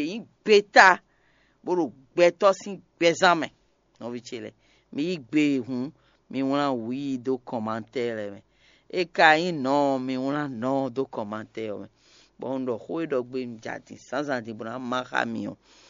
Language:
Fon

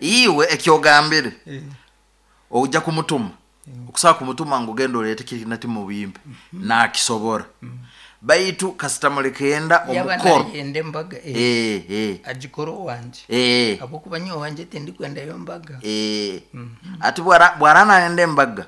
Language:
Nyoro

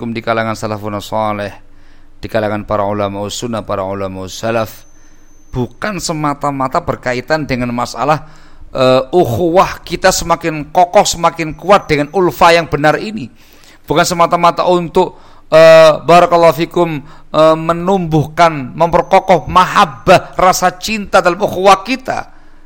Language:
Indonesian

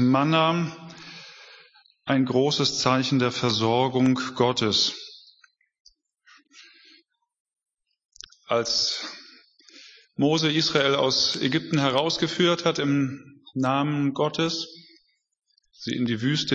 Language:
German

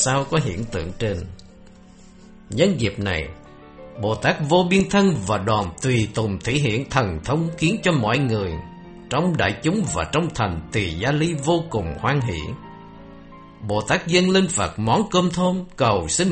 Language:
Vietnamese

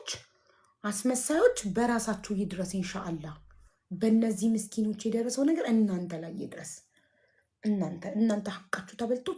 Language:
Amharic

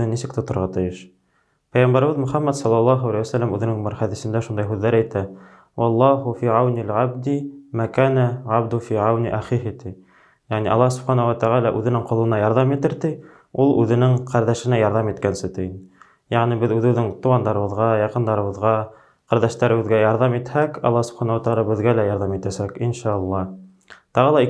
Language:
Bashkir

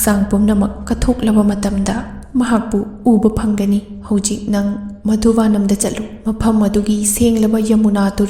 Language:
Manipuri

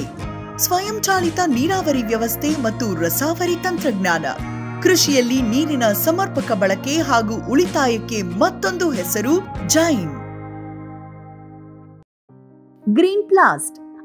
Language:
Kannada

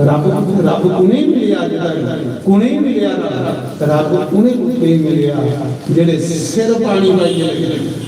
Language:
Dogri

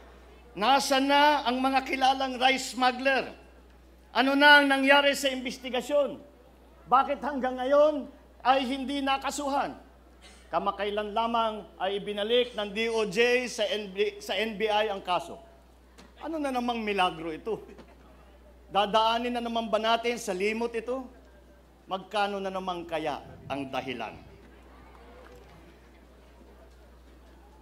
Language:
Filipino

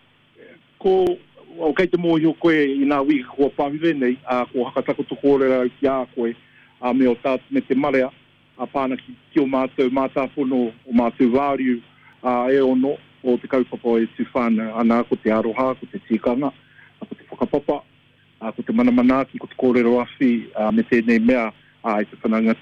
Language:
Māori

